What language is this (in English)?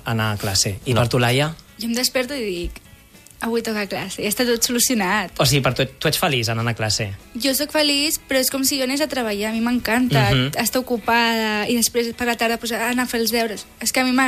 Catalan